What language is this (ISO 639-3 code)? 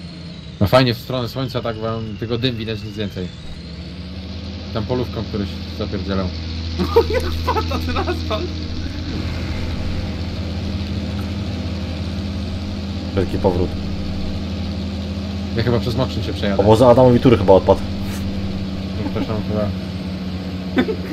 pol